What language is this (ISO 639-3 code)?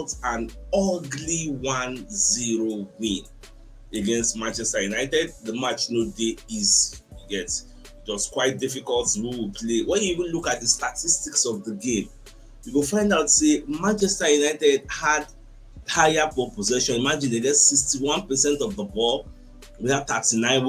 pcm